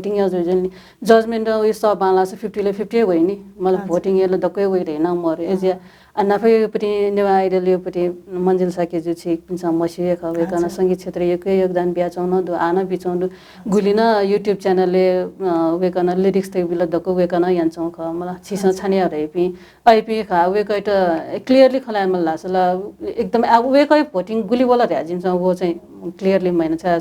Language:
Newari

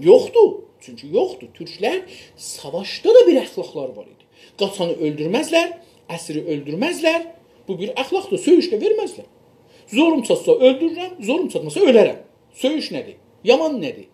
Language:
South Azerbaijani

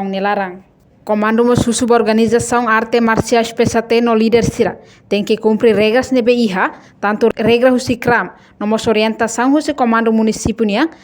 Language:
Tetum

